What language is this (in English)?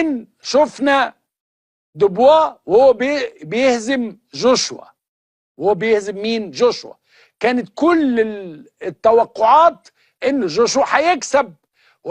Egyptian Arabic